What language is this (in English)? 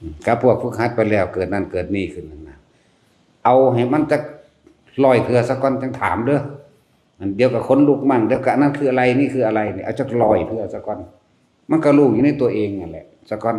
Northeastern Thai